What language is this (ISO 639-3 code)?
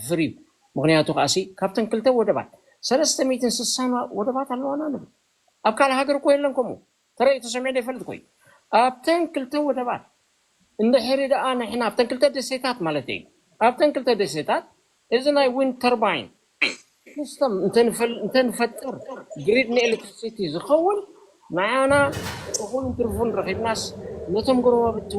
tir